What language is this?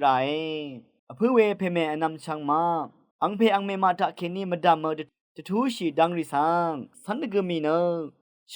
Rawang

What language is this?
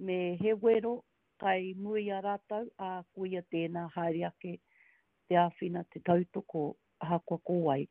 Māori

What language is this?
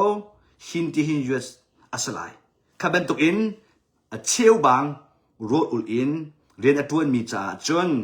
Hakha Chin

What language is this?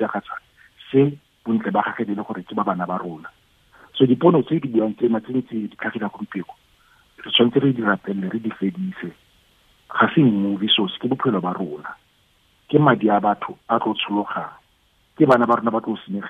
Tswana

